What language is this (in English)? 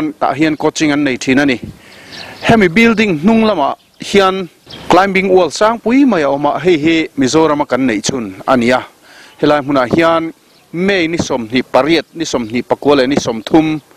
Mizo